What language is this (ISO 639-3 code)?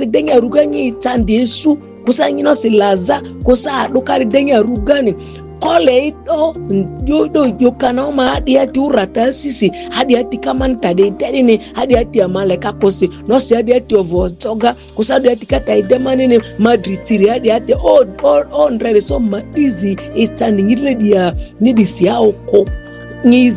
mhi